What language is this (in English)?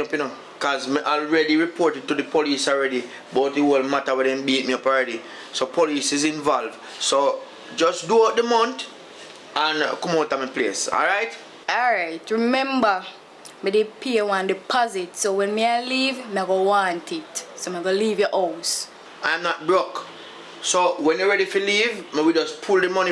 Jamaican Creole English